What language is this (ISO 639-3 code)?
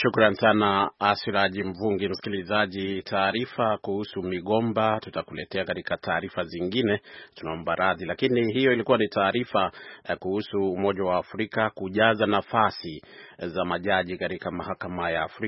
swa